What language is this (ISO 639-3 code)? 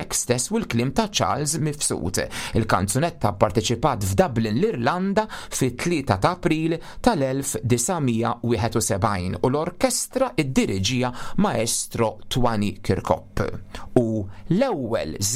mlt